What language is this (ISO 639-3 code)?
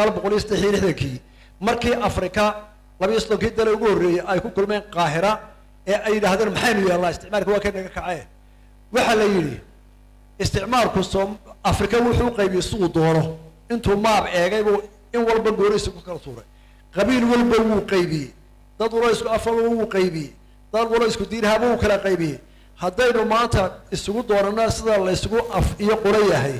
som